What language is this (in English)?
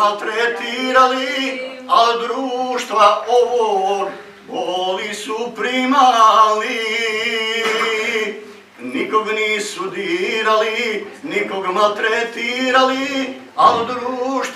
Bosnian